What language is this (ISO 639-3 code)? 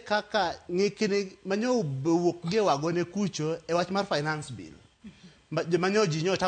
luo